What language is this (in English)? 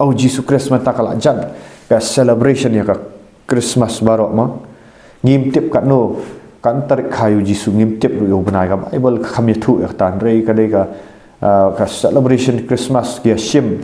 Khasi